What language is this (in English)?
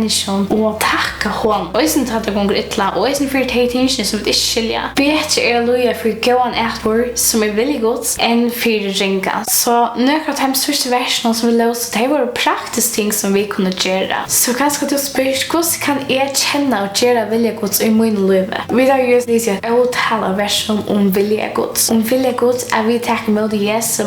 Faroese